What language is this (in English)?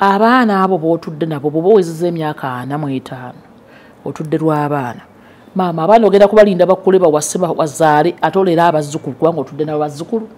Ganda